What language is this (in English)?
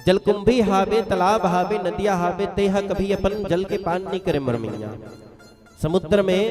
Chhattisgarhi